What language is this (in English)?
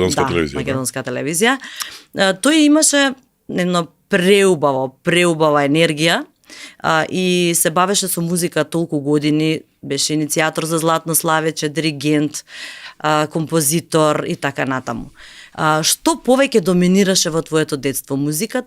Macedonian